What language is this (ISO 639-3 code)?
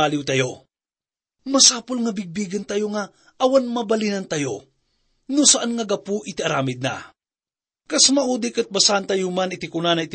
ilo